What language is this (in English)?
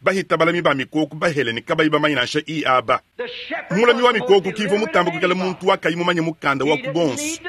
Luba-Lulua